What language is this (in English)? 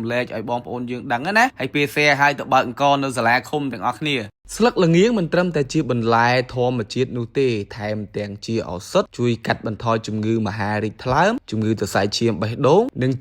Khmer